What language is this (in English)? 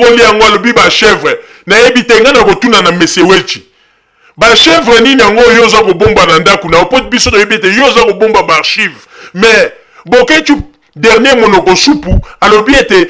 Lingala